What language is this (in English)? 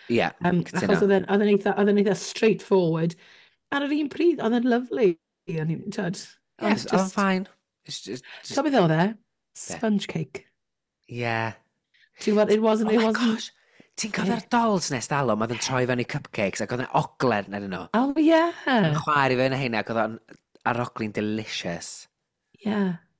Welsh